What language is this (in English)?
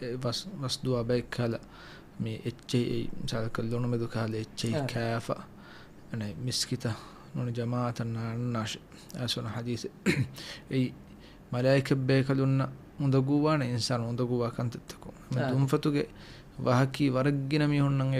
Divehi